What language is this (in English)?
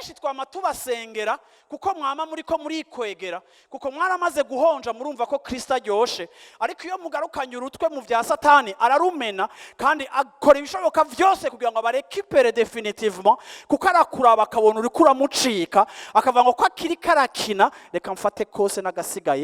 Rundi